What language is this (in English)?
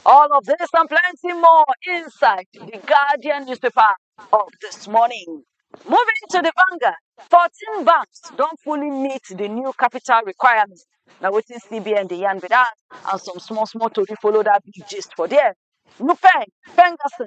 Nigerian Pidgin